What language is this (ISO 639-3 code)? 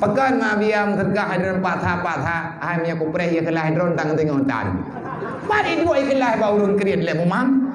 ace